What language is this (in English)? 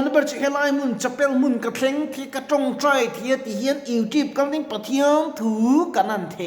Mizo